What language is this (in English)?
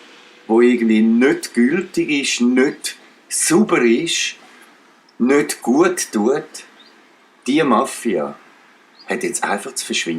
Swiss German